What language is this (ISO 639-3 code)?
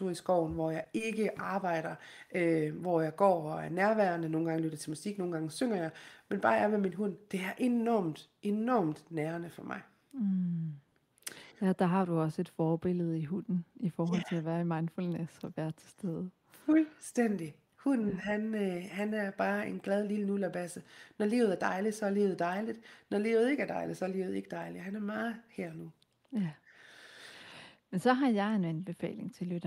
dan